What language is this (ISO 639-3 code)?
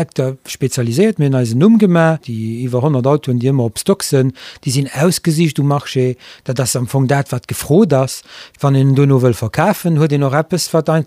ltz